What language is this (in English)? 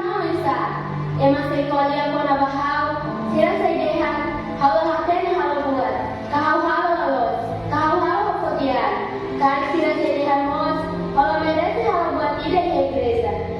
Tetum